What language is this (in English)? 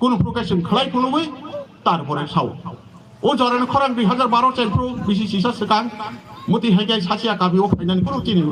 Kok Borok